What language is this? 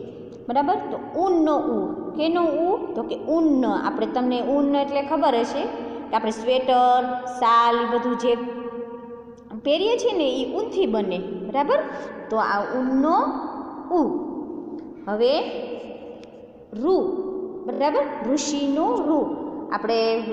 Gujarati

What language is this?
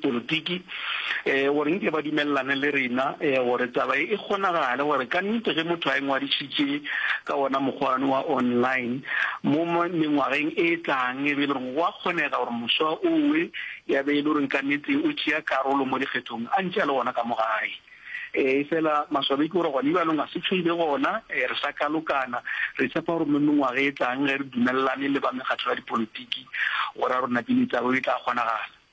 Northern Sotho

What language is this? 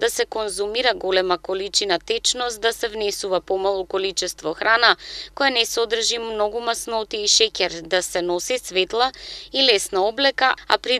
Macedonian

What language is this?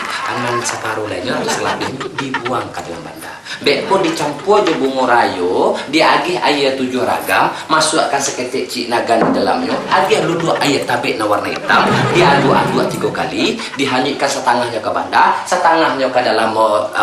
Minangkabau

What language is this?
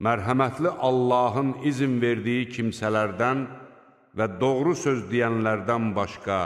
Azerbaijani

